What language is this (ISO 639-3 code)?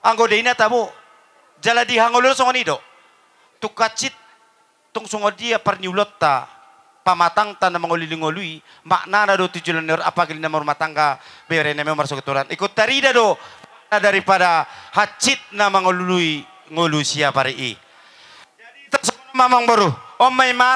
bbc